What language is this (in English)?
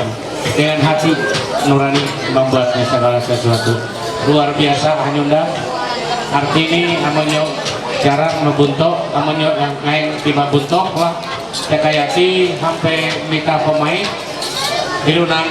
Ma'anyan